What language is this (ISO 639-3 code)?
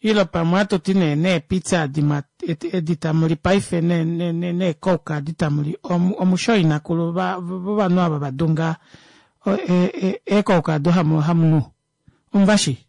kua